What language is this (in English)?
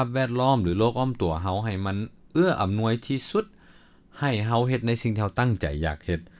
Lao